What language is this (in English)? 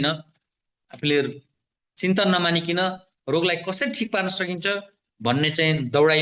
Nepali